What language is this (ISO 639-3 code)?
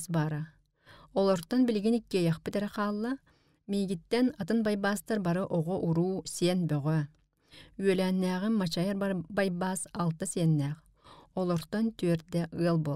sah